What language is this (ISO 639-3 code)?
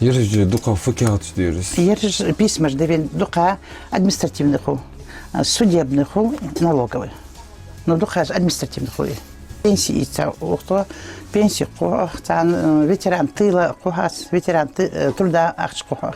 inh